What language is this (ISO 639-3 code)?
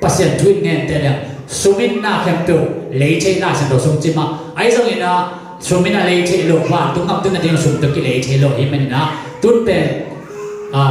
ctd